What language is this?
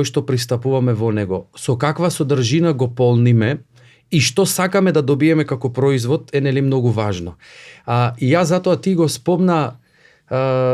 Macedonian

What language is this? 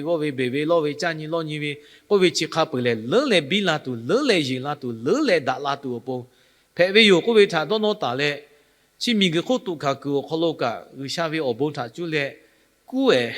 Lahu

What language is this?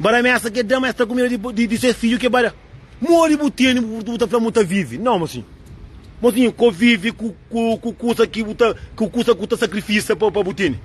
Kabuverdianu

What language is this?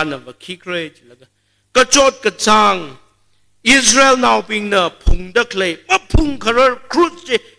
Tangkhul Naga (India)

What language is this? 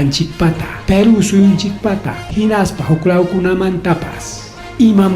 Ayacucho Quechua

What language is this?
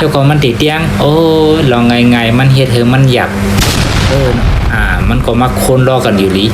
Shan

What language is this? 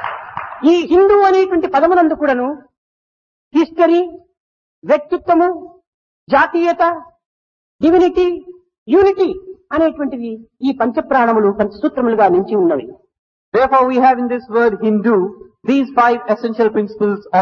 Telugu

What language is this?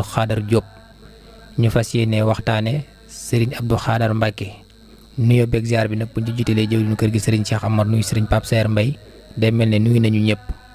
Wolof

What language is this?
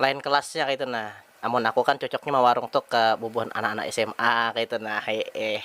Banjar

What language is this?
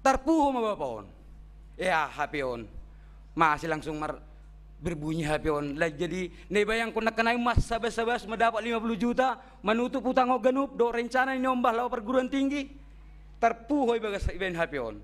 Batak Simalungun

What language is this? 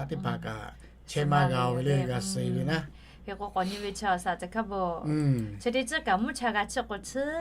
Lahu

